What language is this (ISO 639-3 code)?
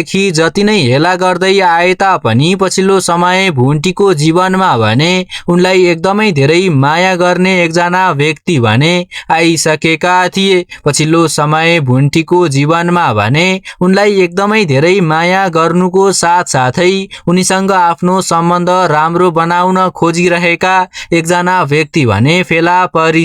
nep